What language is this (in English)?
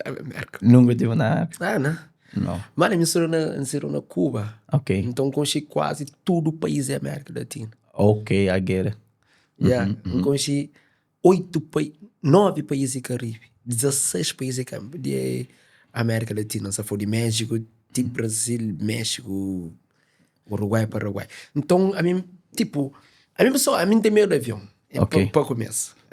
Kabuverdianu